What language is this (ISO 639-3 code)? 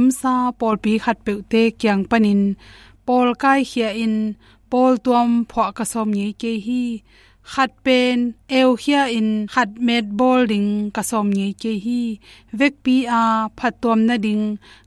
ctd